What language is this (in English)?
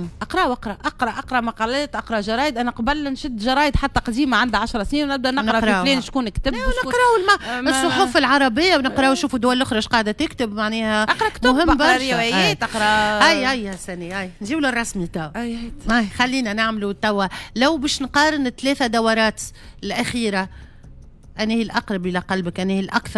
Tunisian Arabic